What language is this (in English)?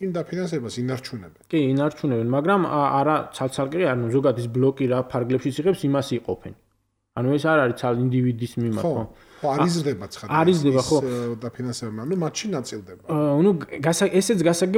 Georgian